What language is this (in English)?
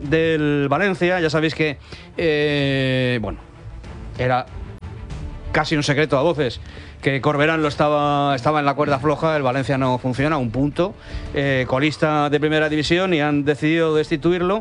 Spanish